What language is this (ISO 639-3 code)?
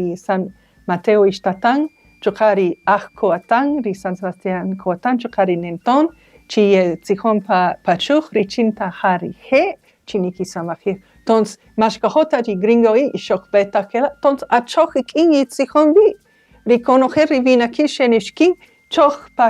cak